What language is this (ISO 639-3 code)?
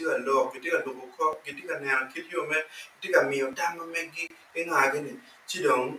ach